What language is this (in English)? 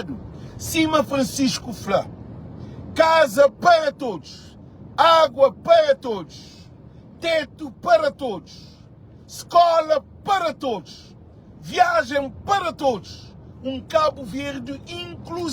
Kabuverdianu